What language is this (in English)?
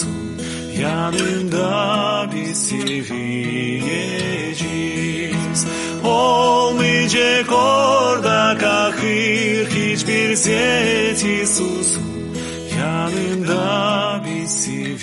Gagauz